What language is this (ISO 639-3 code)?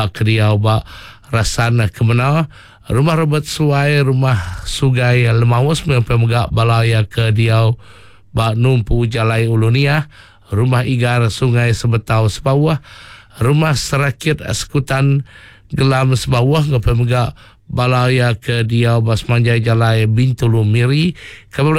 iba